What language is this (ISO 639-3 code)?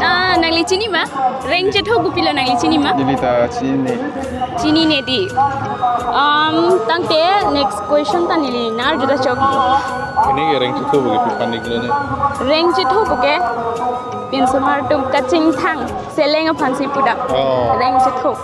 mjw